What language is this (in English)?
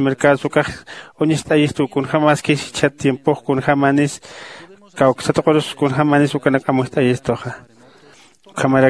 Aymara